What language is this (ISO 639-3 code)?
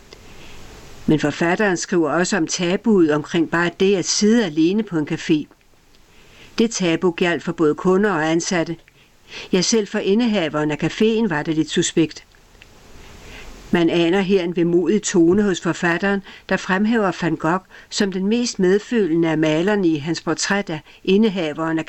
dan